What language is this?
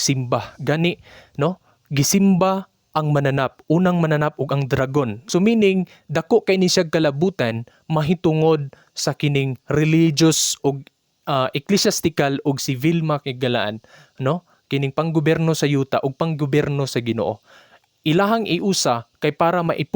Cebuano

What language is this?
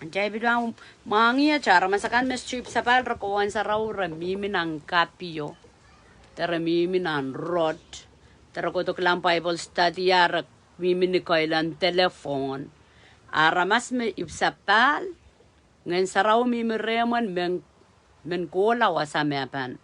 Pohnpeian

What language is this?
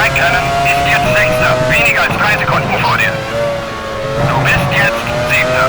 Bavarian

